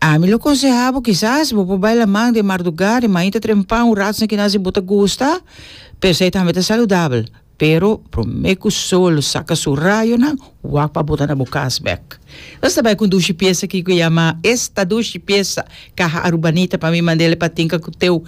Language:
Papiamento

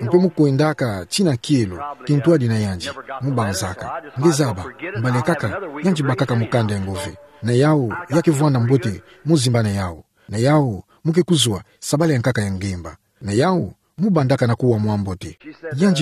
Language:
Kituba (Democratic Republic of Congo)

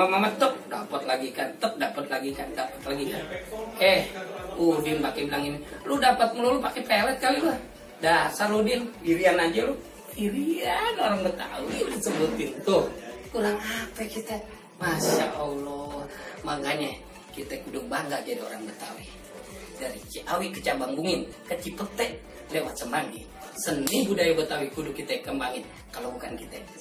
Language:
Betawi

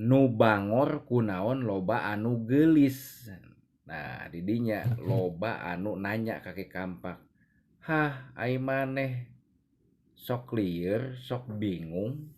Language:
Sundanese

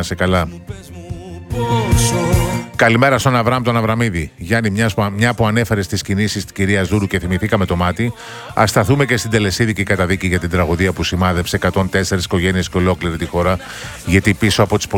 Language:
Greek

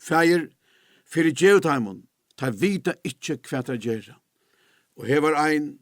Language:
Faroese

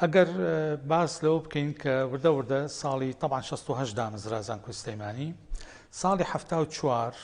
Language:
Central Kurdish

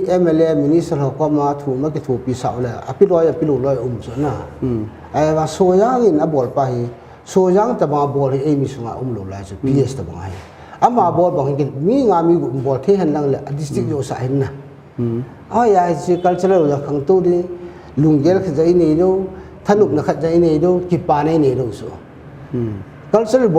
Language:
Paite Chin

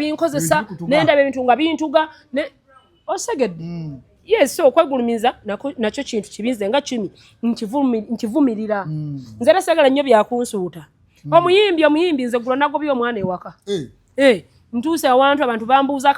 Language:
Ganda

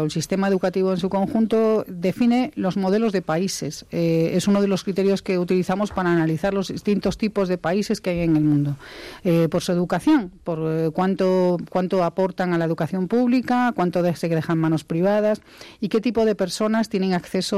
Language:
Spanish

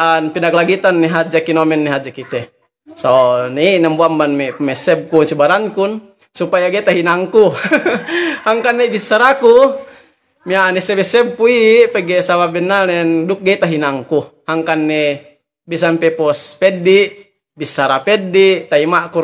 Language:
Yakan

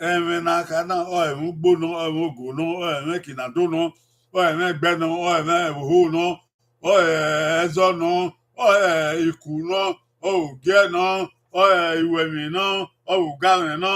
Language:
Bini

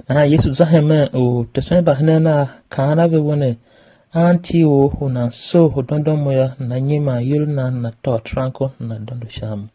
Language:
Tiv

